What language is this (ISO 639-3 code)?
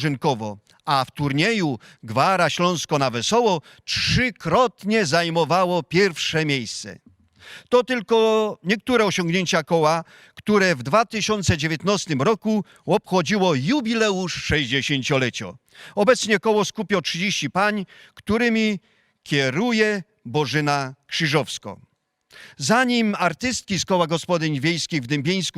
szl